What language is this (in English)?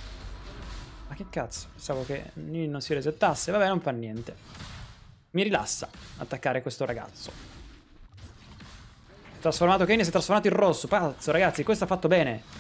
Italian